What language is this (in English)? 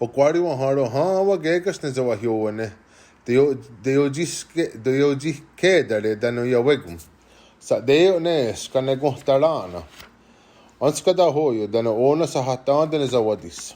Mohawk